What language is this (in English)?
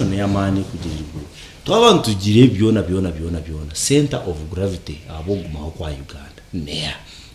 Nyankole